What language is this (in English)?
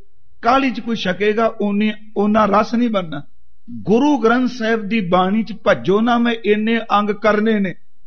Punjabi